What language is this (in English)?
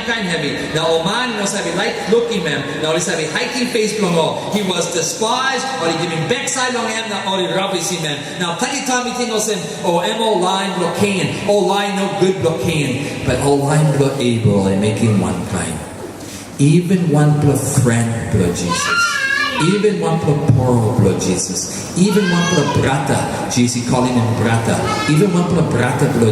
Tok Pisin